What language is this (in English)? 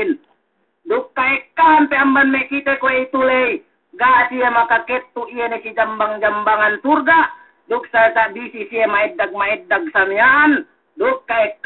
Yakan